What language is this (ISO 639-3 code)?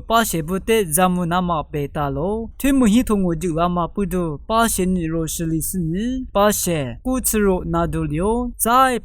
lis